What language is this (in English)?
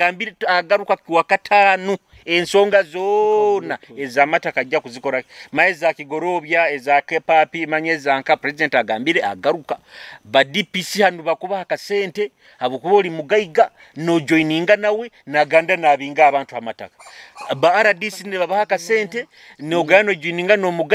Nyoro